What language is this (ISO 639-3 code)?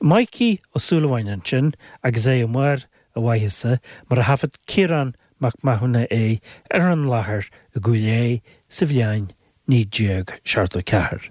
gle